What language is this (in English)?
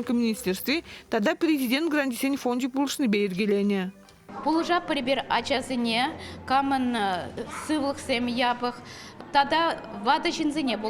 Chuvash